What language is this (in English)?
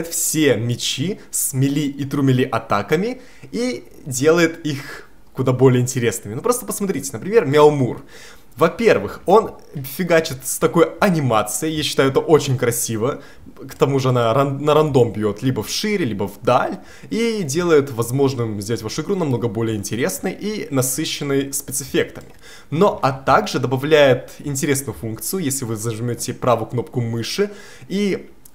Russian